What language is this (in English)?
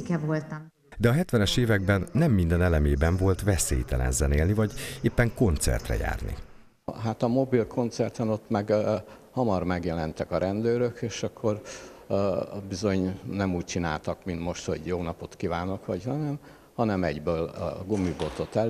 Hungarian